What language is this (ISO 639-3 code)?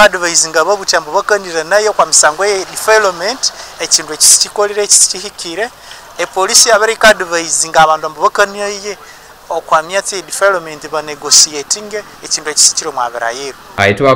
nyn